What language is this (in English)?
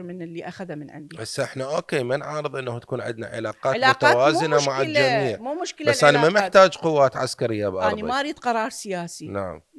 Mesopotamian Arabic